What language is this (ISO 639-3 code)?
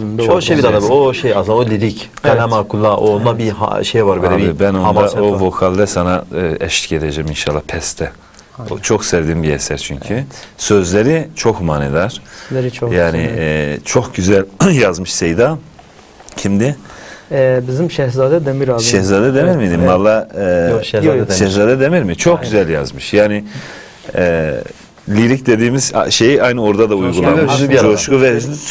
tur